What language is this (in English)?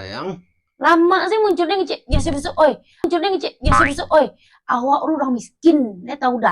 Minangkabau